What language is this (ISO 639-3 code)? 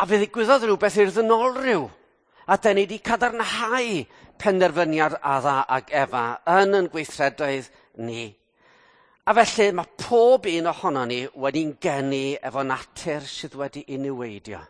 cym